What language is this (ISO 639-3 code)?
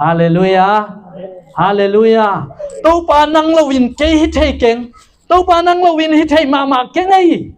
ctd